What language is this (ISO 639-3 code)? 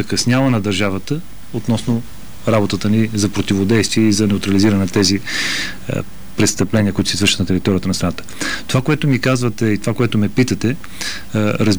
bul